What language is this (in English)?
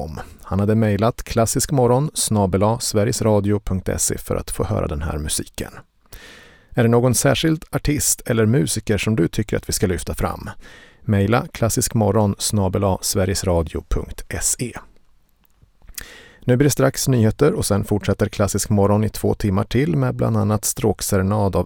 Swedish